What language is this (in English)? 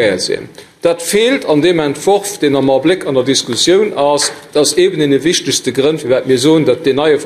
Luxembourgish